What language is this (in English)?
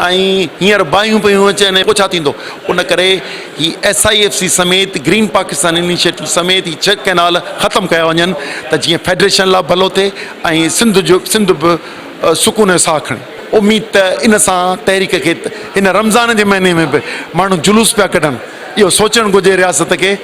Sindhi